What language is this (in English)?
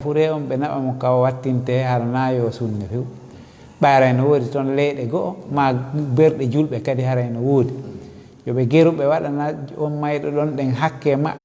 Fula